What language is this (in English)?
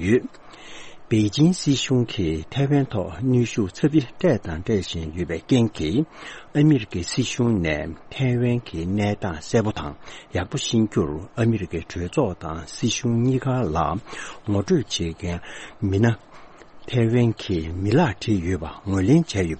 Tibetan